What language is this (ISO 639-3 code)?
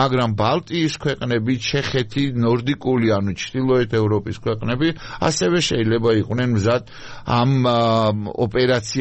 kat